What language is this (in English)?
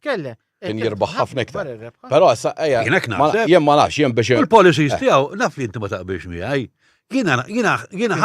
Maltese